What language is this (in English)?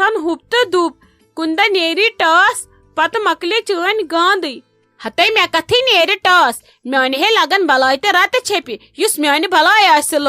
Kashmiri